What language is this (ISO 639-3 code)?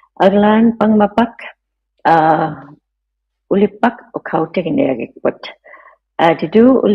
iku